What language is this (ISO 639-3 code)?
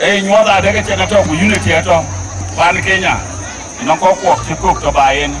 din